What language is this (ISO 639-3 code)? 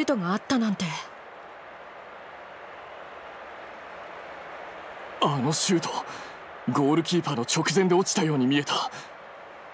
jpn